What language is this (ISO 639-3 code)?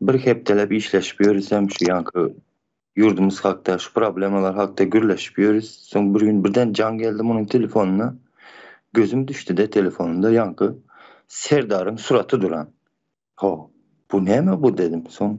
tuk